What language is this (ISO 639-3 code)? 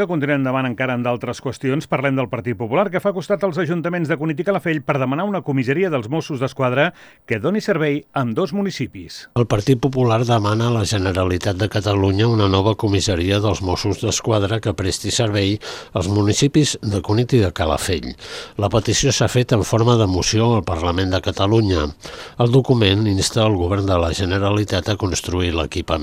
cat